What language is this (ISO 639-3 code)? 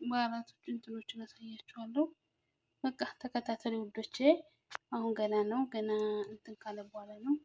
amh